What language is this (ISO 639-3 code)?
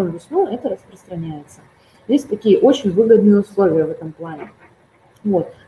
rus